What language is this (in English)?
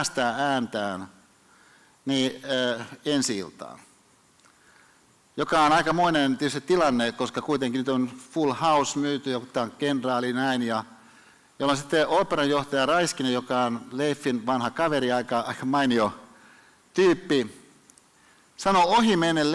Finnish